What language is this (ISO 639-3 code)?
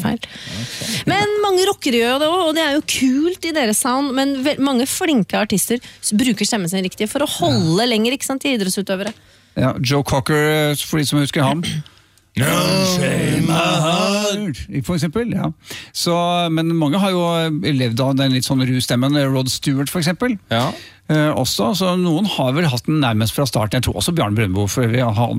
nor